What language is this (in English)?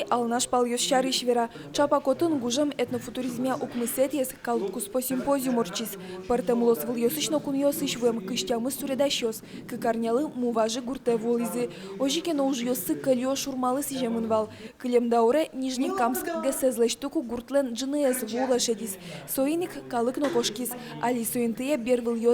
Udmurt